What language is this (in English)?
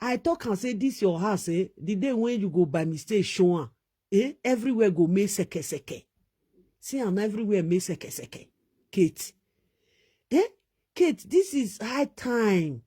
Nigerian Pidgin